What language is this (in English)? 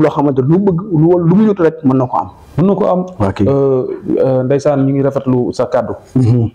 Wolof